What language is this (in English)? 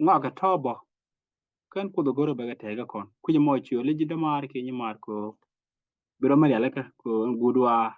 Nuer